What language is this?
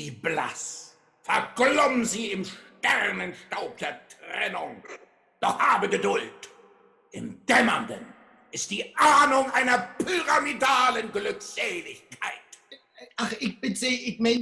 Low German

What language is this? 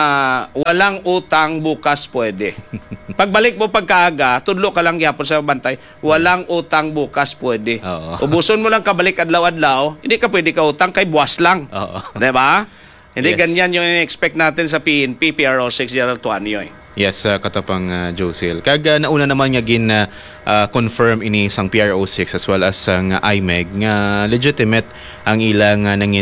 Hiligaynon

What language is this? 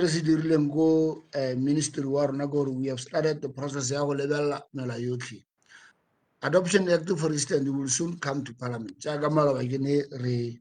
Tswana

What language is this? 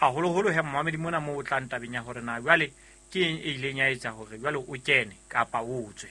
Southern Sotho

